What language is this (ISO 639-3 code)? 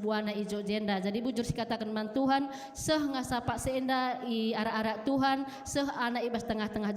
btx